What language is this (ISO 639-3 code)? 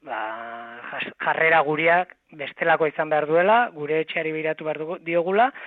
eus